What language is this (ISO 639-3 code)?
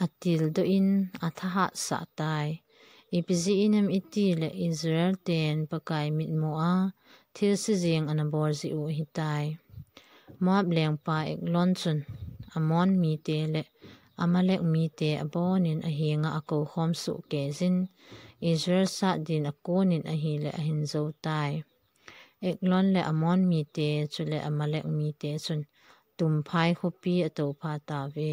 tcz